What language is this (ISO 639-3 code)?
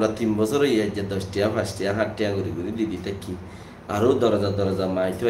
rhg